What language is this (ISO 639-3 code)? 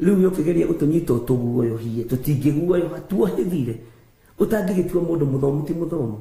kik